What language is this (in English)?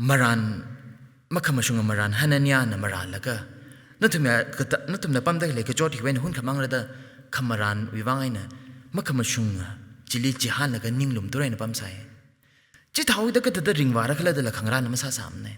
Tangkhul Naga (India)